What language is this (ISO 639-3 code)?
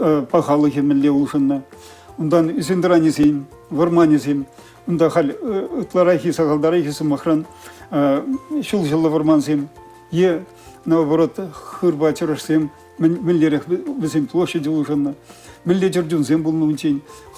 chv